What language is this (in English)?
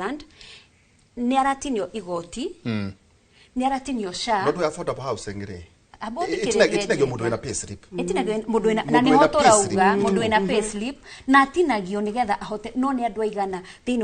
Kikuyu